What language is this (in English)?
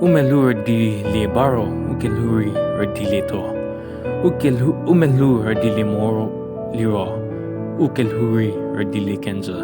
Angami Naga